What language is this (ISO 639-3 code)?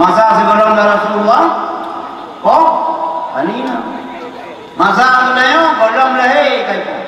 ace